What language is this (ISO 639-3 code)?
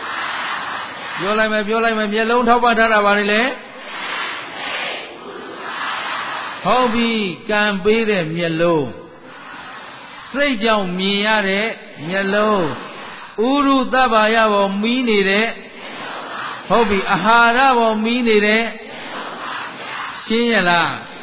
mya